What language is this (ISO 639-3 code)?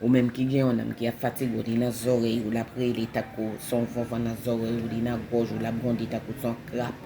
hat